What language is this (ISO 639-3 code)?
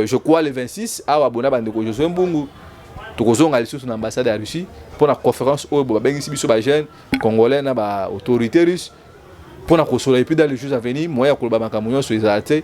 lin